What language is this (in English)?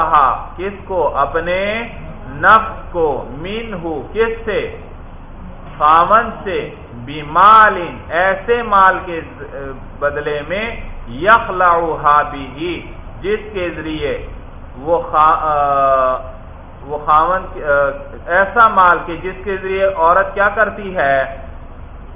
Urdu